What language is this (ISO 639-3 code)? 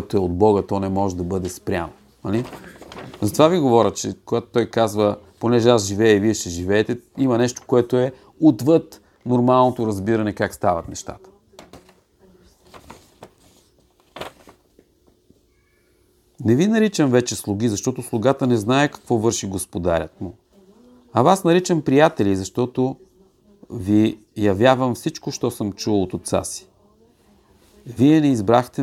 bul